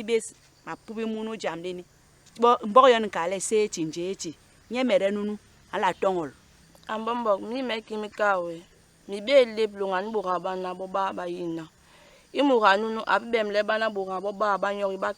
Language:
Basaa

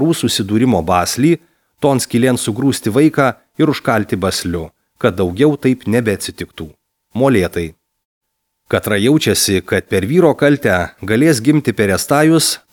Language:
Lithuanian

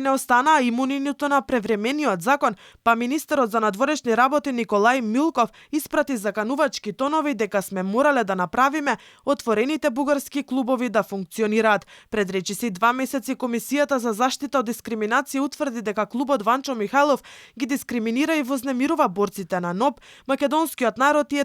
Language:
Macedonian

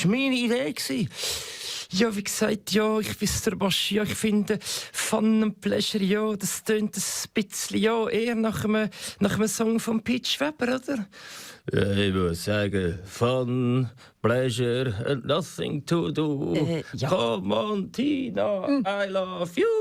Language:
Swiss German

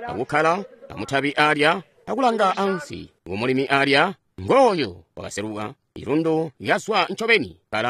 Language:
Tonga (Zambia)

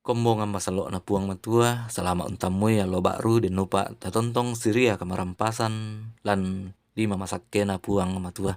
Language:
Toraja-Sa'dan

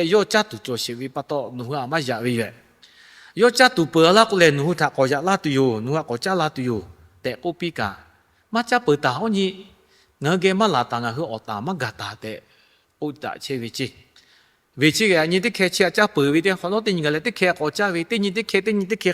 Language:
Lahu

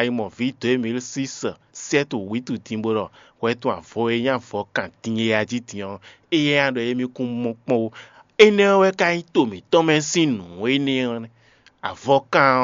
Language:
Fon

